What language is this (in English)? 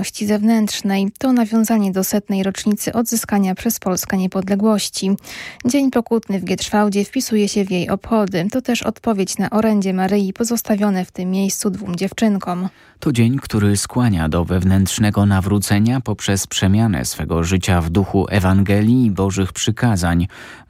Polish